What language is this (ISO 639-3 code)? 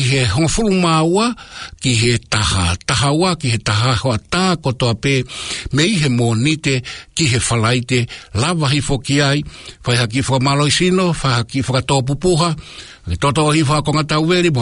ton